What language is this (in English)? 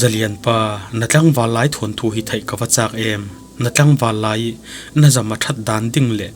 Falam Chin